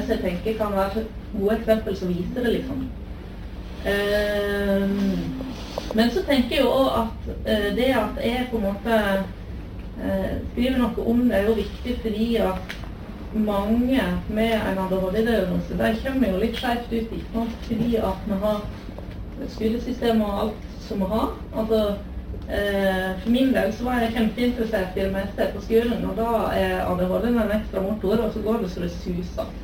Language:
Norwegian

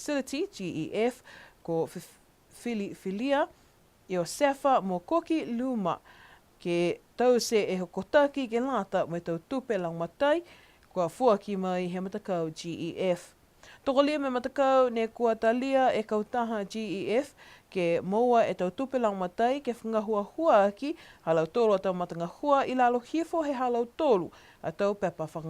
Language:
Niuean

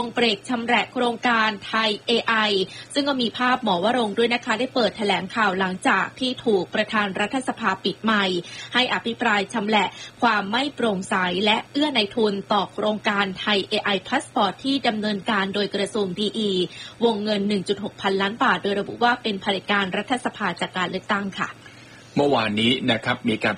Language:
Thai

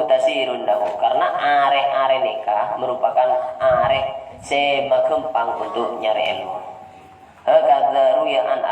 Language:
Madurese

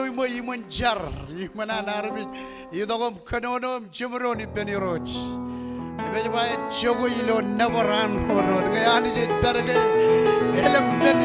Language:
Marshallese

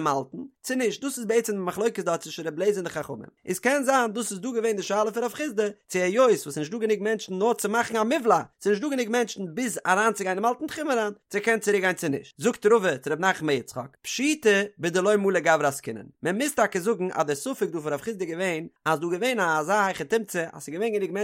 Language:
Yiddish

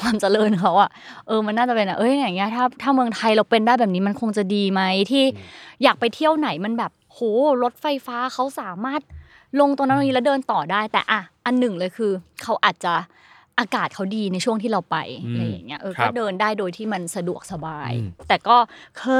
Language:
Thai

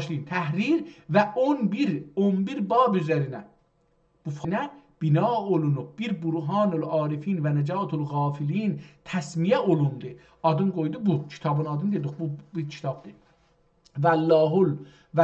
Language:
South Azerbaijani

